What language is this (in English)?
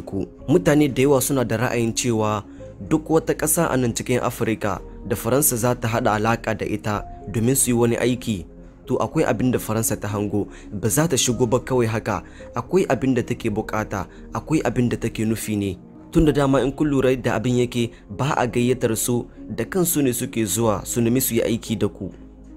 Hausa